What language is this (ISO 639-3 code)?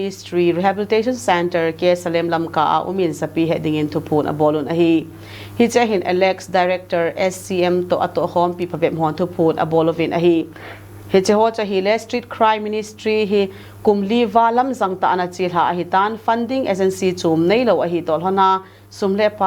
tcz